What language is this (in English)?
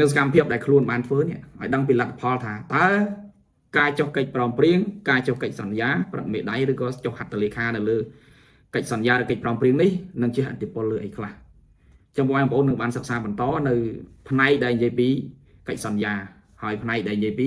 Khmer